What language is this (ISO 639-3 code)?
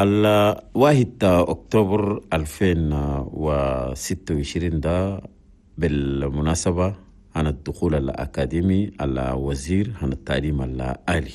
shu